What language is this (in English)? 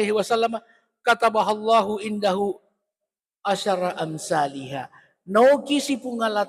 Buginese